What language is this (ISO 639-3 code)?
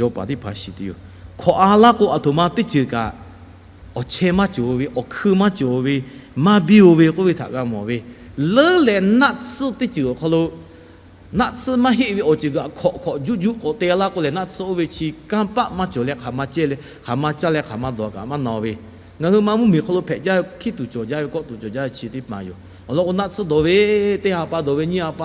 lhu